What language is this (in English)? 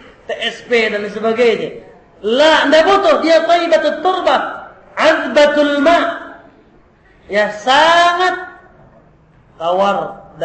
Indonesian